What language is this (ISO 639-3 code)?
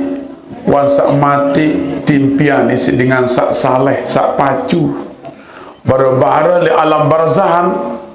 sas